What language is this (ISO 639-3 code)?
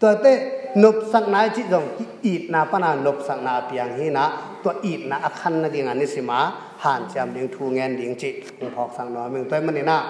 ctd